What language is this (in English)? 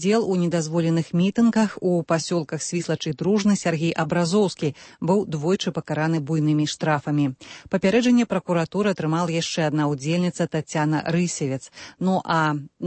Belarusian